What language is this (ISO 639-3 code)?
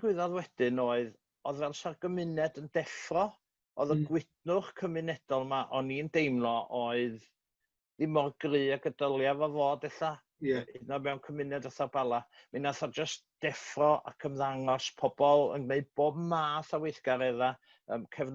cym